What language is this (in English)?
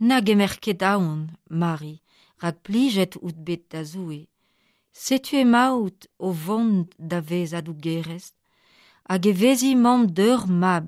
Breton